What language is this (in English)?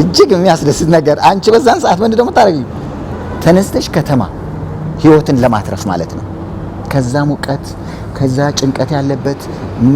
Amharic